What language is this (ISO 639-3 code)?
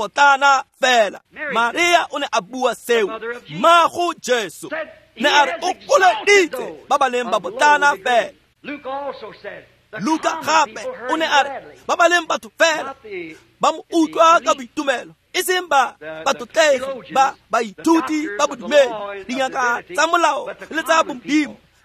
tsn